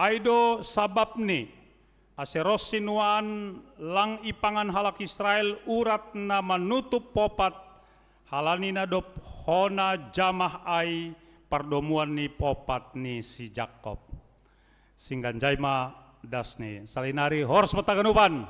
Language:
Batak Simalungun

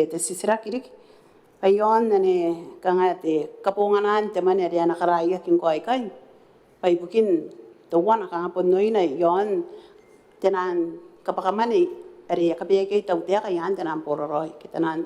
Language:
Gilbertese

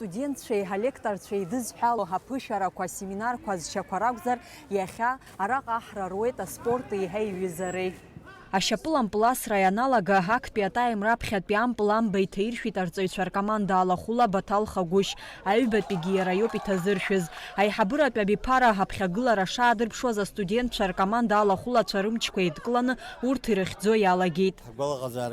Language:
Abkhazian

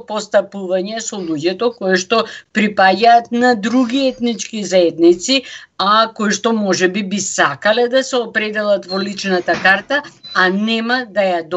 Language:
Macedonian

